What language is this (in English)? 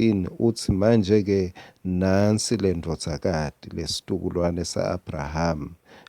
Swati